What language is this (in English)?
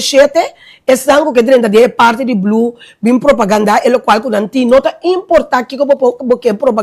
Papiamento